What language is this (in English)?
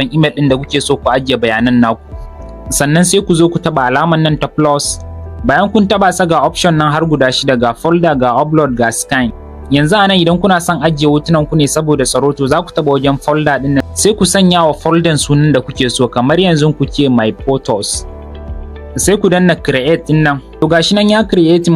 Hausa